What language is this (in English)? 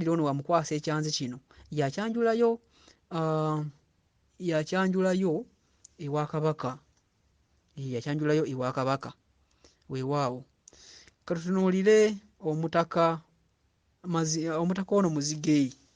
Ganda